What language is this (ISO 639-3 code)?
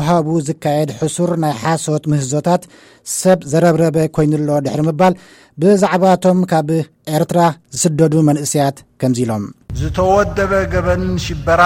tir